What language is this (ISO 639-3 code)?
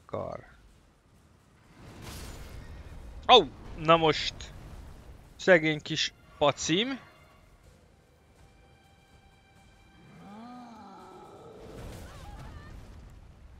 hun